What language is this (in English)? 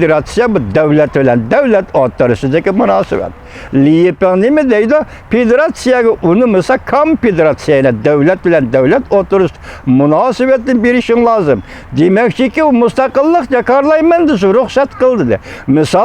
Uyghur